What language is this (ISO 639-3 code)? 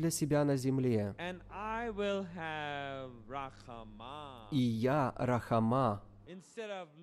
rus